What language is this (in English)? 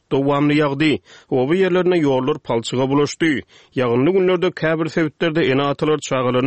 Turkmen